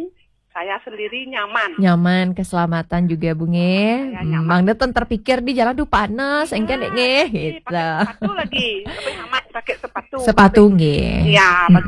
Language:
Balinese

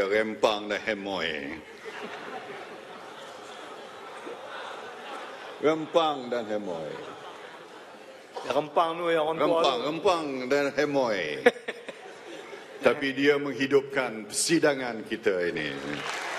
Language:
Malay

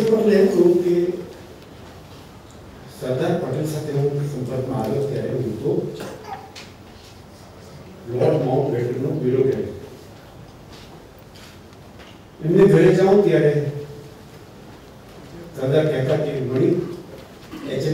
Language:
Gujarati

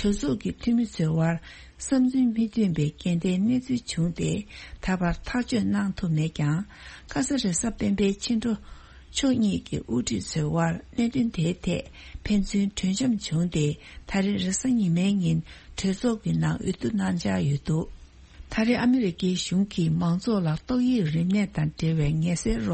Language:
Tibetan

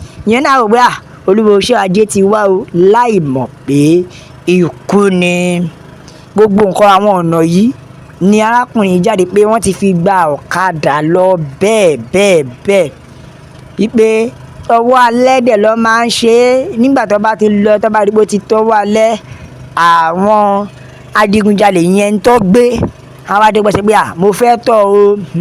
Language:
Yoruba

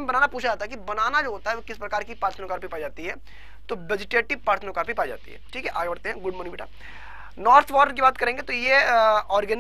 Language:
Hindi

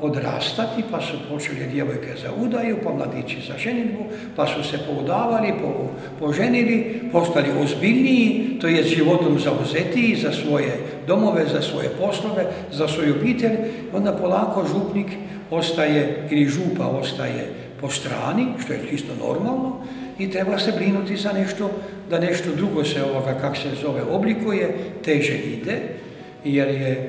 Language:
Croatian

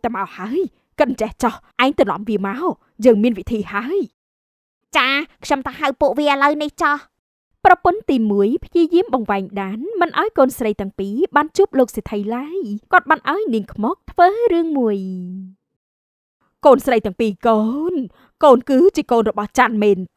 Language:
Khmer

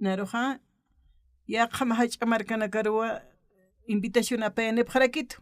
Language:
Aymara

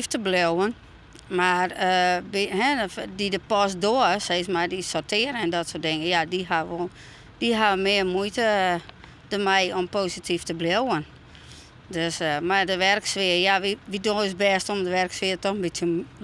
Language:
Western Frisian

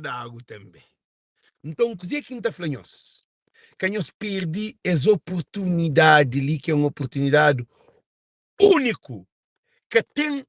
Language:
Kabuverdianu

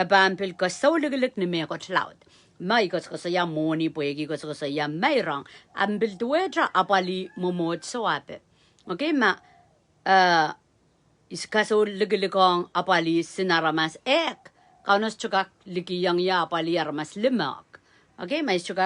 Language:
Pohnpeian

